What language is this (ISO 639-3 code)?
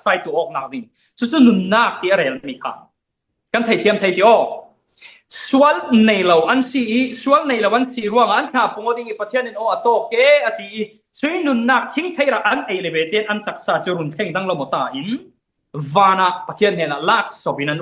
cfm